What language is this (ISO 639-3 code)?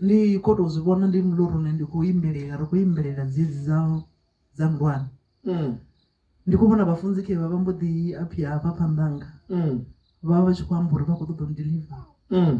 ven